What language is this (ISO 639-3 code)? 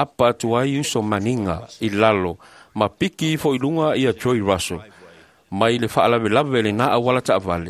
smo